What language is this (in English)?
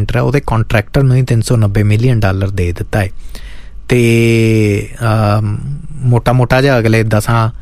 Punjabi